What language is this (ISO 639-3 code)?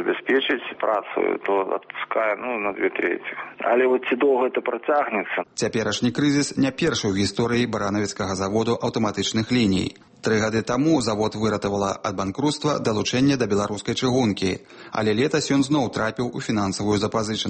bel